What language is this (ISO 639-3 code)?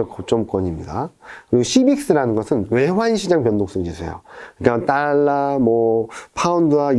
kor